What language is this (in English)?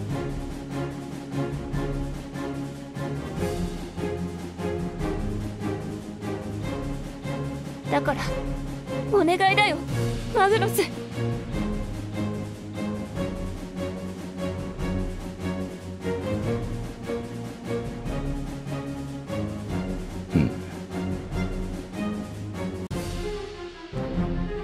Japanese